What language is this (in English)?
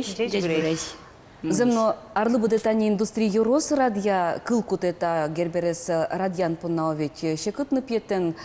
Udmurt